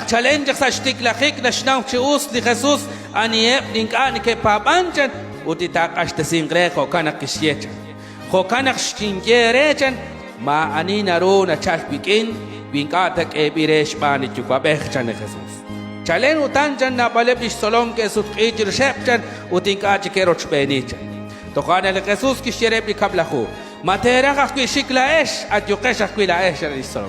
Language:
Kekchí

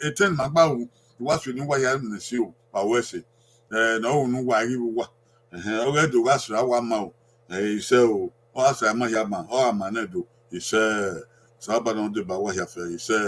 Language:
Bini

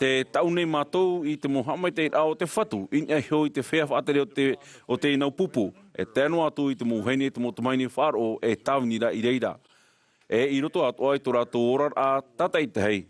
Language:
Tahitian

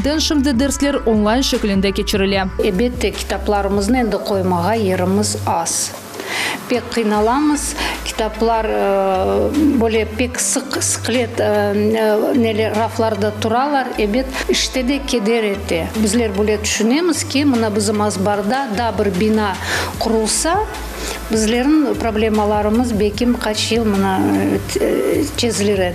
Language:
Crimean Tatar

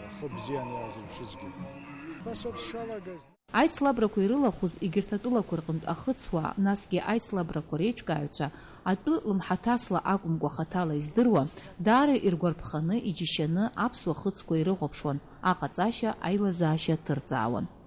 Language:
Abkhazian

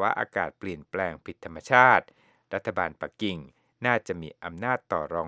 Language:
Thai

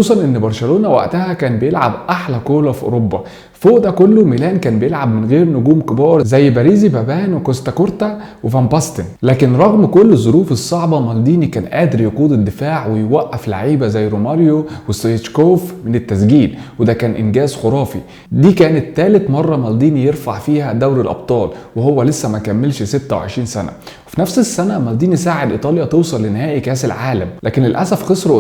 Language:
Egyptian Arabic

